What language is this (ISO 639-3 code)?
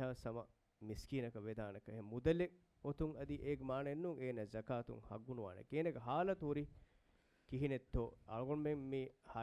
div